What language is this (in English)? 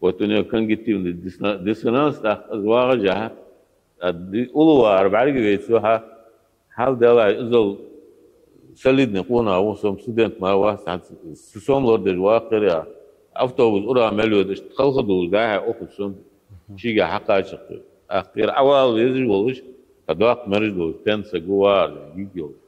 Ingush